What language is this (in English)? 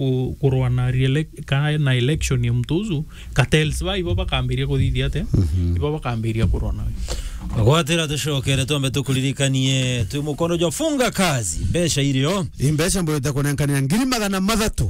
Meru